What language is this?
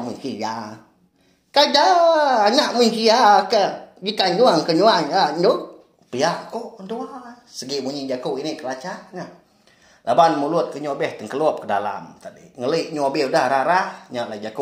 Iban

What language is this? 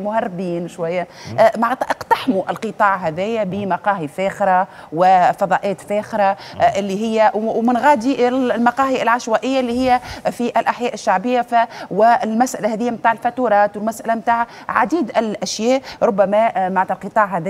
Tunisian Arabic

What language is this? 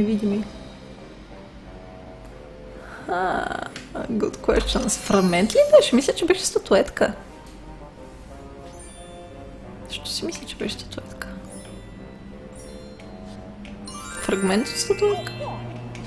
Bulgarian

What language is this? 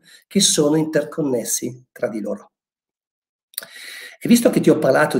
Italian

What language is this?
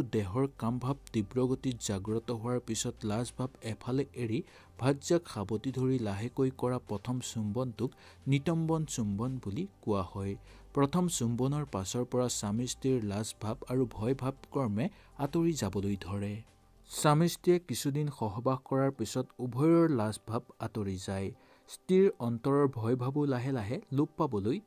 Assamese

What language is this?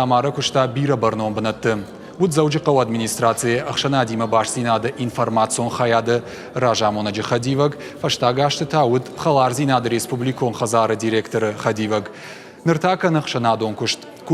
Ossetic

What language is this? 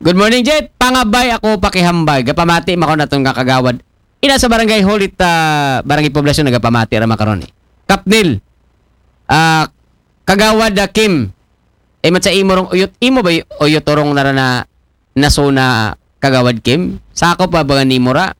Aklanon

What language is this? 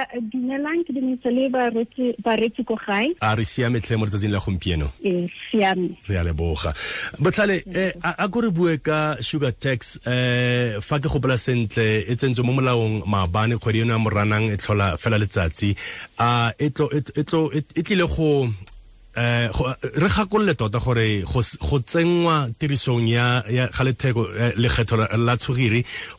Tswana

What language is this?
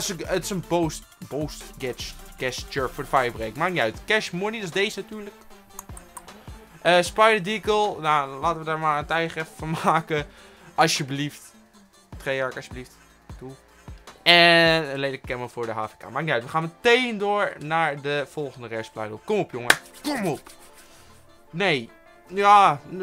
Dutch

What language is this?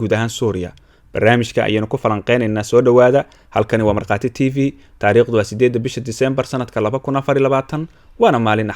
Somali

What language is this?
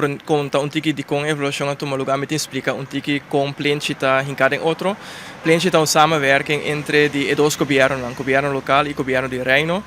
Papiamento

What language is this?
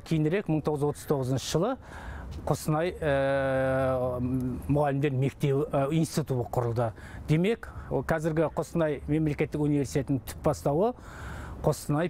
Kazakh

